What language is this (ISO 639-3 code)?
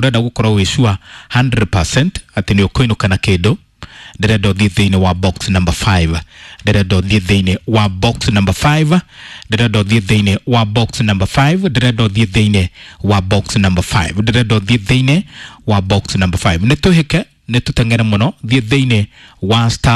kik